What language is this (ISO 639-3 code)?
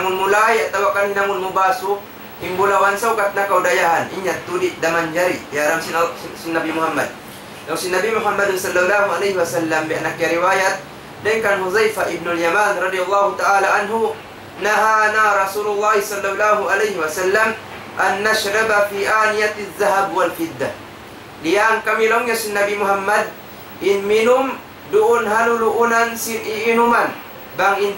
tsg